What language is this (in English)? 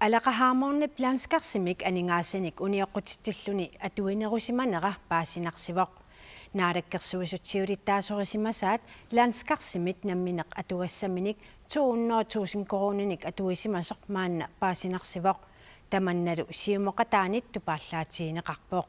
Kalaallisut